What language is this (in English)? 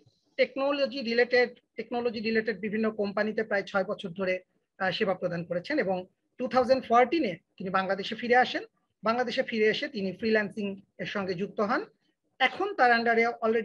Bangla